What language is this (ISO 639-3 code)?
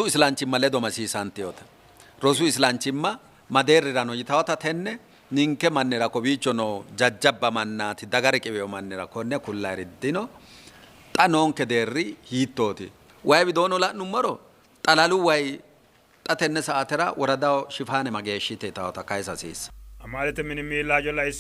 sid